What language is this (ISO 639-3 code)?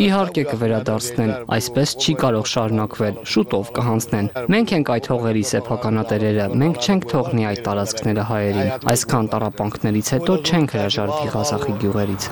hye